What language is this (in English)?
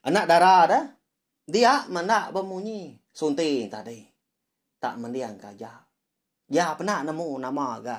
Iban